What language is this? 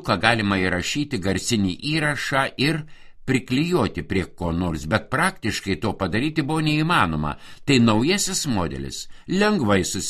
Lithuanian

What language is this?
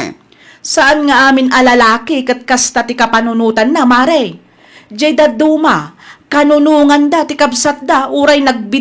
Iloko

